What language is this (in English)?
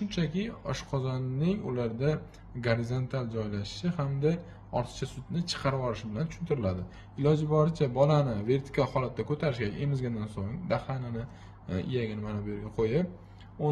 Uzbek